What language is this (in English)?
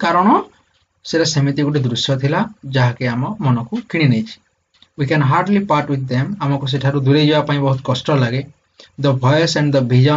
Odia